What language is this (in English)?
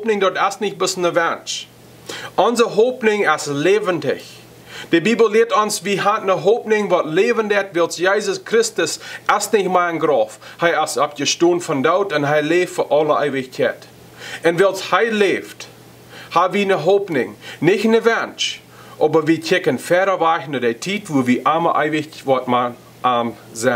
Plautdietsch